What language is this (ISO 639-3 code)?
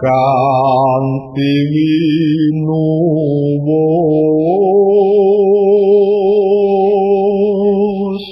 jav